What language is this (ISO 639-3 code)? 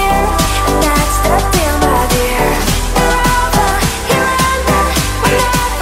eng